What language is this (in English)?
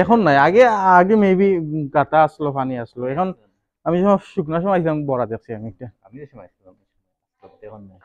Sylheti